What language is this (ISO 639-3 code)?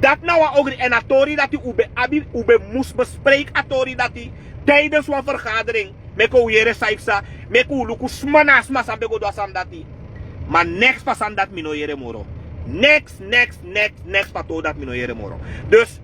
srn